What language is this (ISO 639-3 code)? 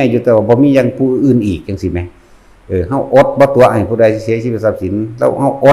tts